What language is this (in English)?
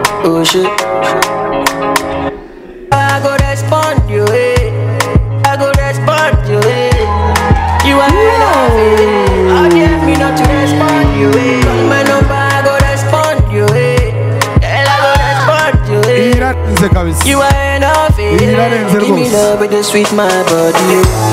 Kinyarwanda